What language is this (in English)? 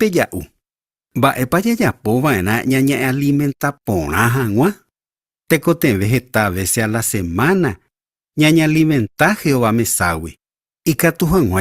Guarani